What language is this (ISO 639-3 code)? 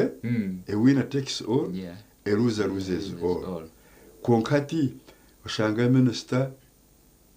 nyn